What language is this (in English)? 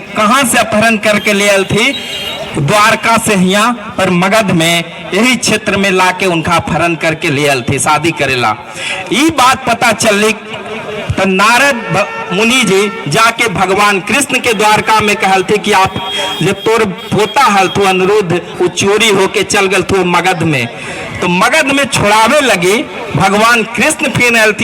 Magahi